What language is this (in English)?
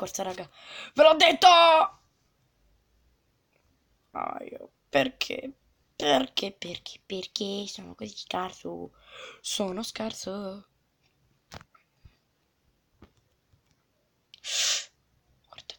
Italian